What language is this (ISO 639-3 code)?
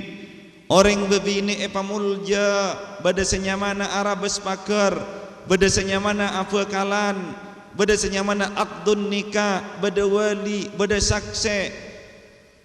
mad